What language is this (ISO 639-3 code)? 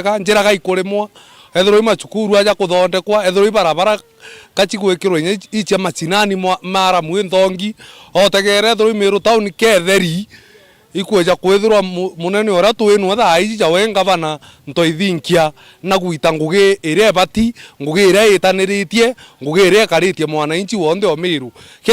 mer